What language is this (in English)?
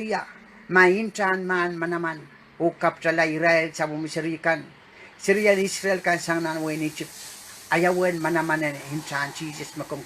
Pohnpeian